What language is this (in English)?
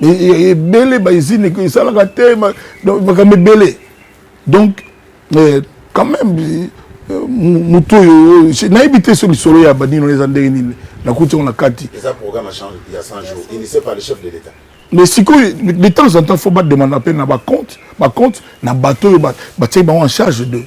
Lingala